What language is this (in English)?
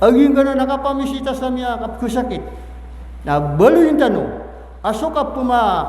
Maranao